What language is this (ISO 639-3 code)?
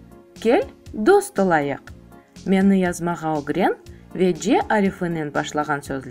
crh